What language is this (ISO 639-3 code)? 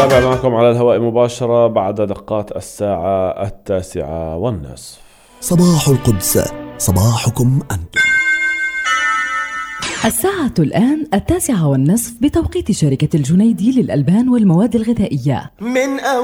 ara